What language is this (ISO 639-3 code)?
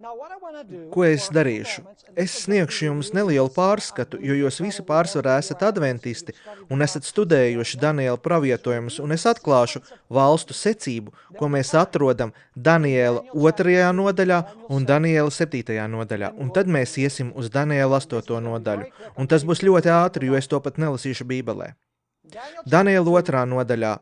lav